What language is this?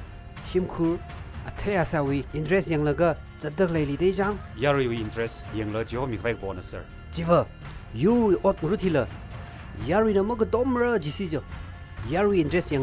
Tangkhul Naga (India)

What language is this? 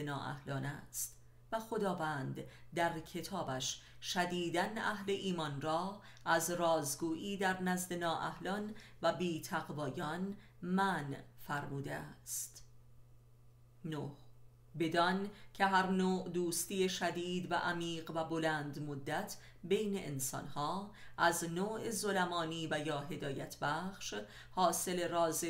Persian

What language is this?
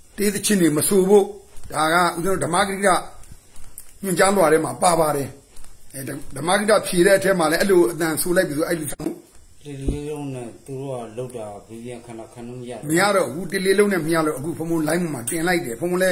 Burmese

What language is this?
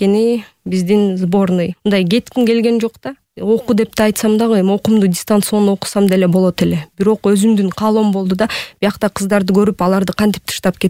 Kyrgyz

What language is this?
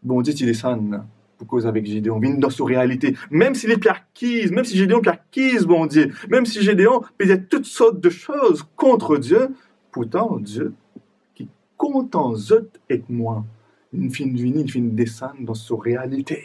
Morisyen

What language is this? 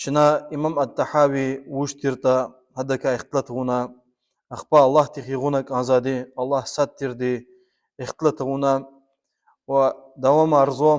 Lezghian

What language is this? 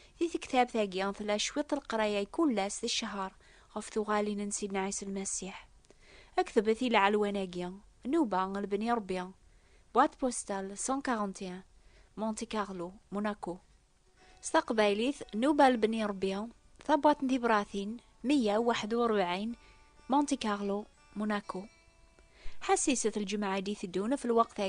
Kabyle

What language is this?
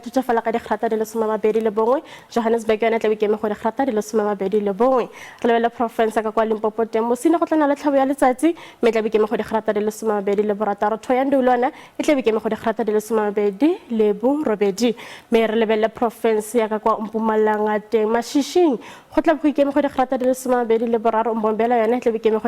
Tswana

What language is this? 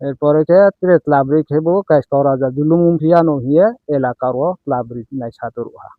Riang (India)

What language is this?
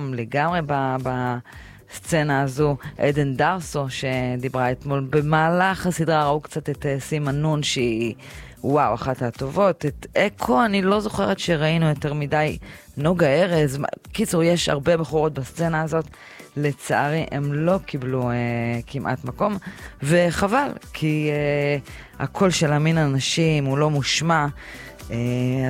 Hebrew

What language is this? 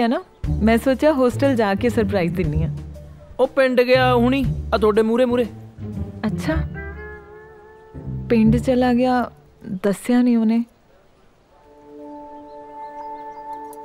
Punjabi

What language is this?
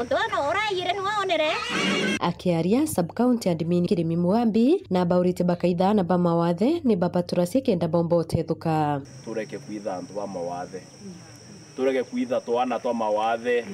Meru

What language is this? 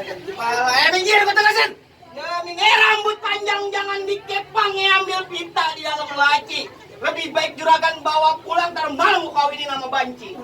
Betawi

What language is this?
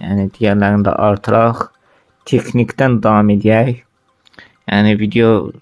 Azerbaijani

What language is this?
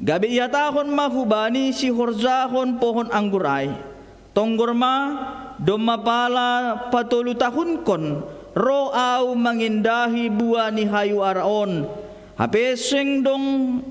Batak Simalungun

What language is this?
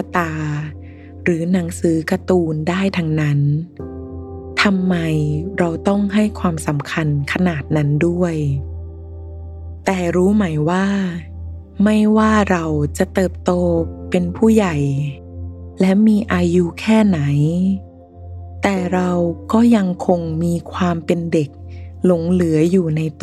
Thai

